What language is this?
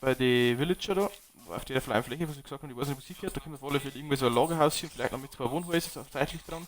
Bavarian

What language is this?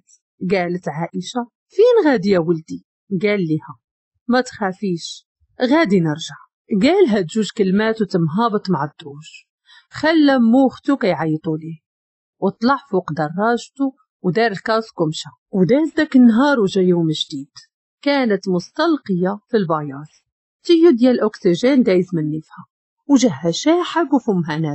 Moroccan Arabic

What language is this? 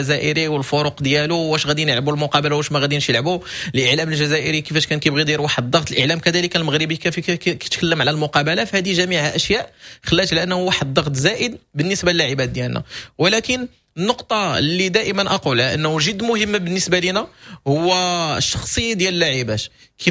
Moroccan Arabic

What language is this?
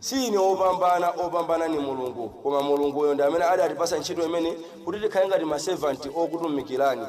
Nyanja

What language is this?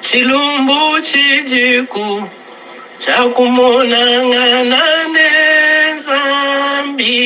Luba-Lulua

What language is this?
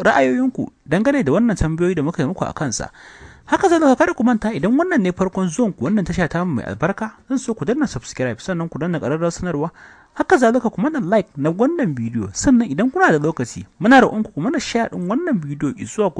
Hausa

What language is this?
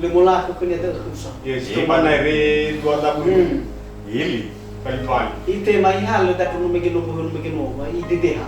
Nias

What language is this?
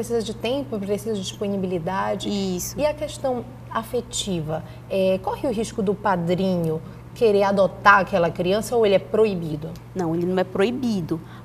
Portuguese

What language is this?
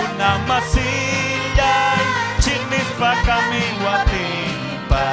Ayacucho Quechua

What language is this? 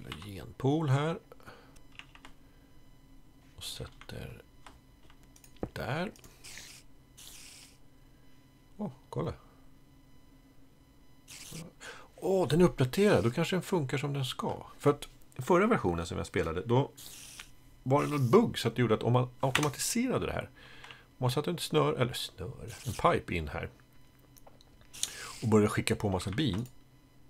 Swedish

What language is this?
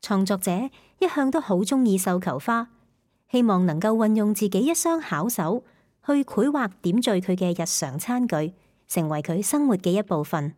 Cantonese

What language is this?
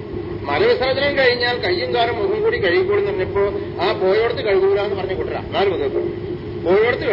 Malayalam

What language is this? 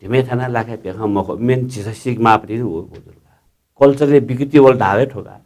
Newari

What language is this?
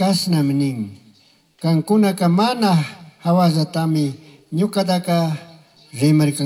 Chimborazo Highland Quichua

